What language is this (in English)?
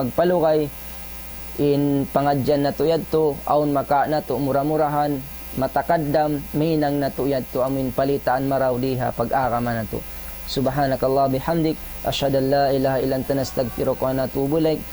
Tausug